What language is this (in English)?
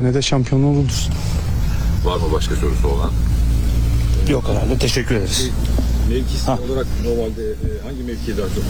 Turkish